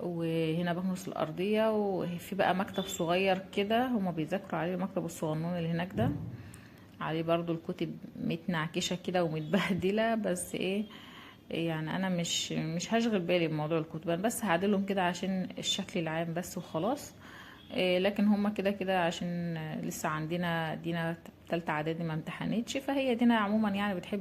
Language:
Egyptian Arabic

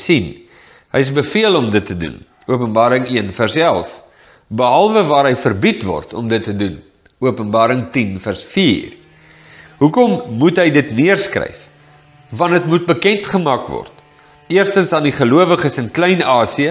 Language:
Afrikaans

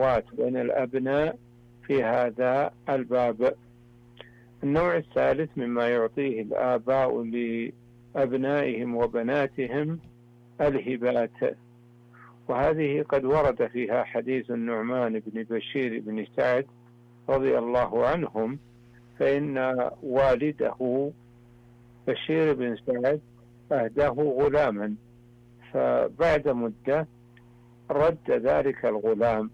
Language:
Arabic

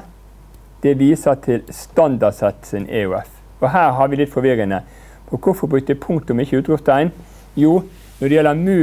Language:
Norwegian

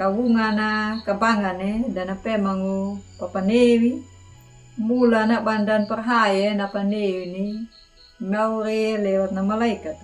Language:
Anakalangu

